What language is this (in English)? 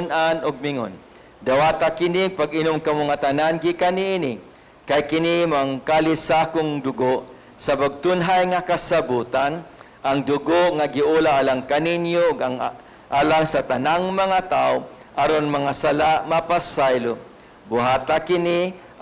Cebuano